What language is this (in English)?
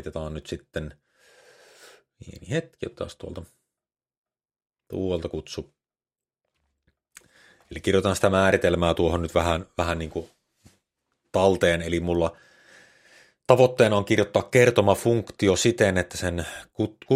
Finnish